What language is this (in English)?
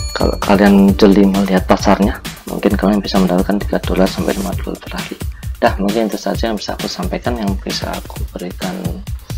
Indonesian